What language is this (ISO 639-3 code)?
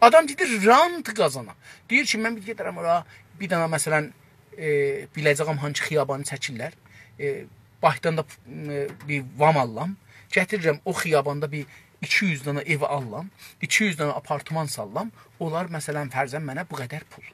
azb